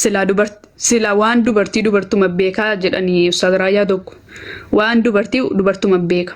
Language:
Oromo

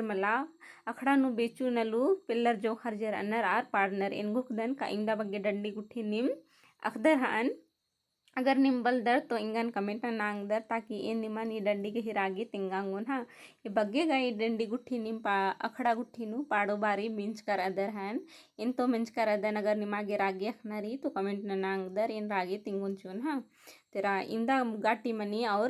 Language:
Kurukh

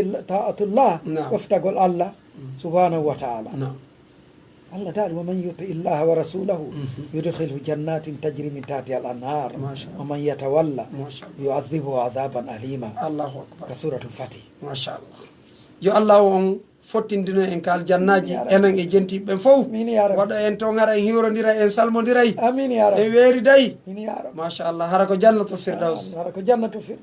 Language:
Pular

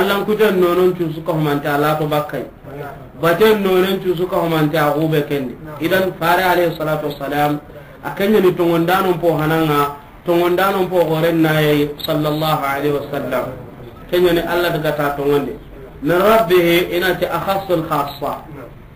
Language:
Soninke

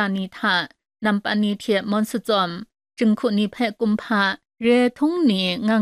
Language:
Kachin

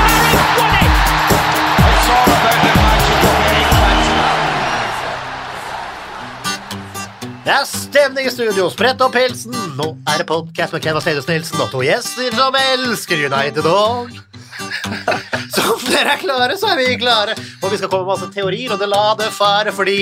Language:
Norwegian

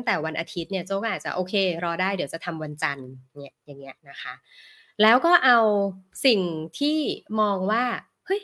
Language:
Thai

